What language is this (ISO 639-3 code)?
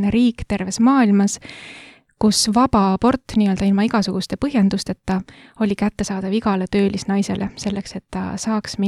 est